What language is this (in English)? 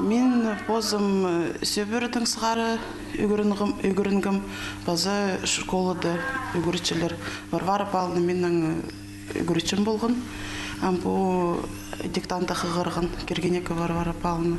Khakas